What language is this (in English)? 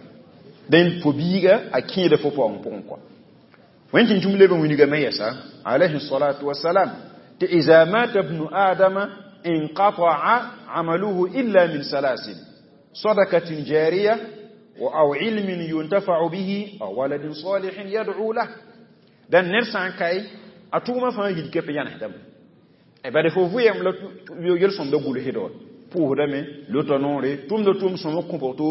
Mossi